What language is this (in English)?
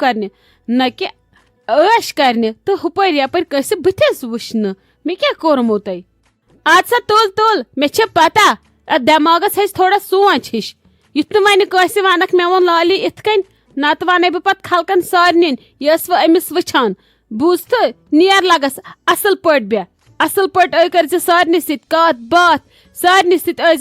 Kashmiri